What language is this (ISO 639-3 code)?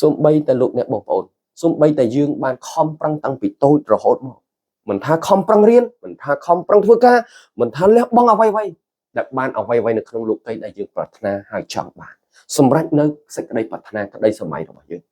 khm